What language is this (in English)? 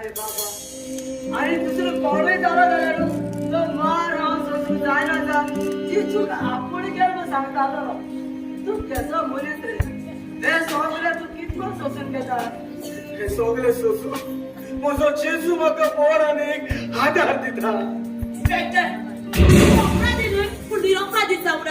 Konkani